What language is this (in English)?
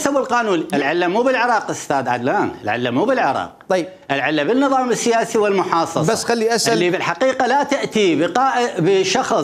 Mesopotamian Arabic